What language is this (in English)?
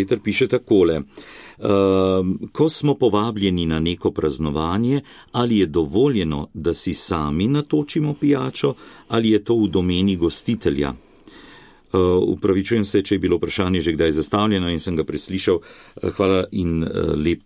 Slovenian